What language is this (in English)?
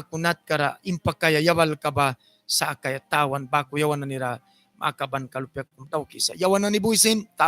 Mískito